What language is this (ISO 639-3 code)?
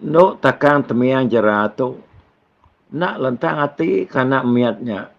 iba